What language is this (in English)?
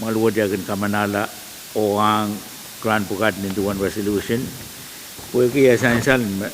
Pohnpeian